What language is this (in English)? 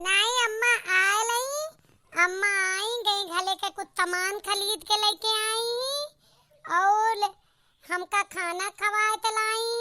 Awadhi